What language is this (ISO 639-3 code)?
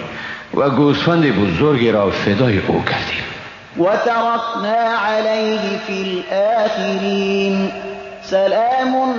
fas